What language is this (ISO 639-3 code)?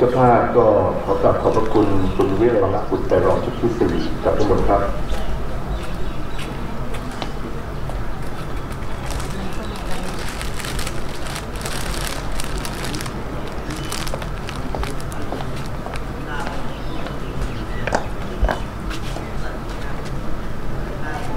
tha